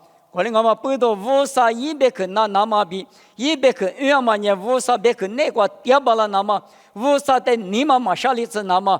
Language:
Lisu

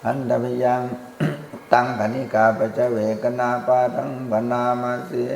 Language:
Pali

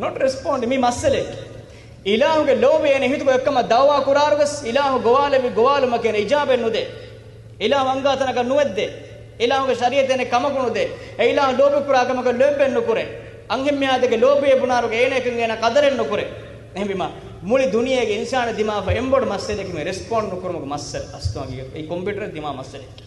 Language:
Divehi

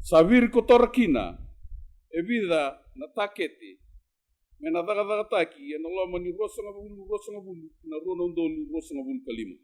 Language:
Fijian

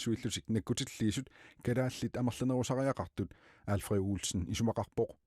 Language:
Kalaallisut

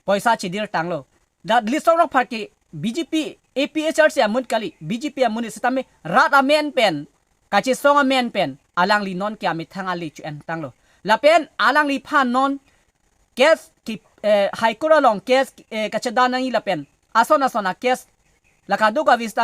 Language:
Karbi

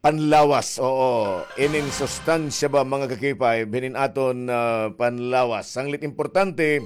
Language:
Waray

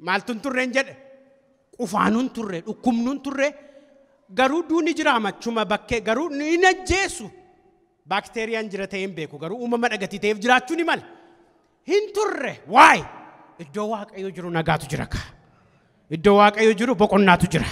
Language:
Oromo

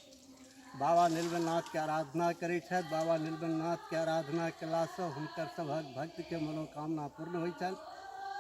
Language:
Maithili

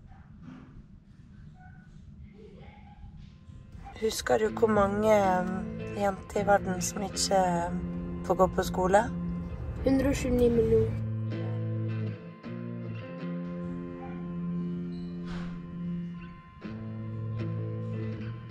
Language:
Norwegian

